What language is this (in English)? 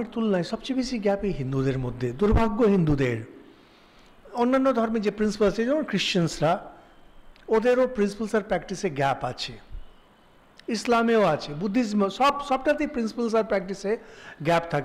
Bangla